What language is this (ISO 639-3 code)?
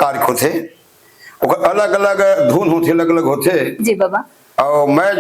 hne